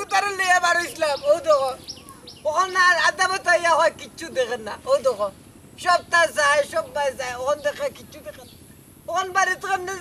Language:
Sylheti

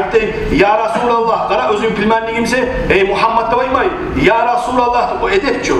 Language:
Kumyk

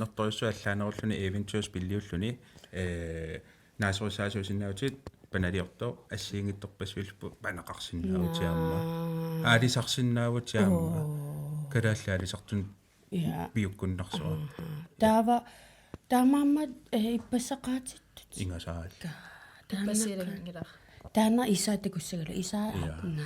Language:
Kalaallisut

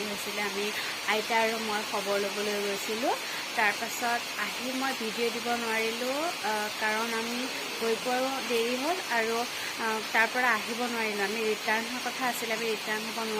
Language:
Assamese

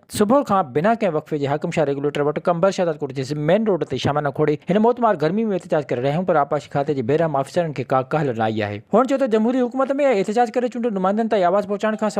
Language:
Sindhi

